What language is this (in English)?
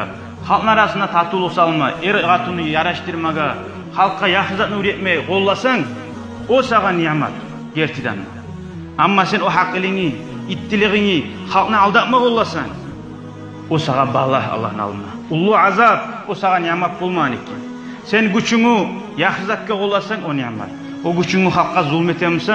Kumyk